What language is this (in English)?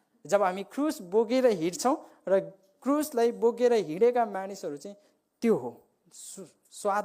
Nepali